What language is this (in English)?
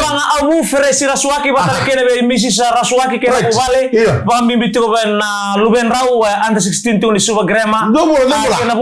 Fijian